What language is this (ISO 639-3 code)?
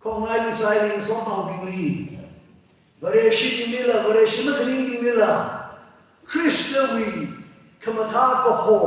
nmf